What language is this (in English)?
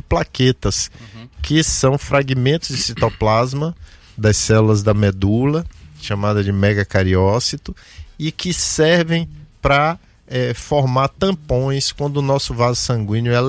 Portuguese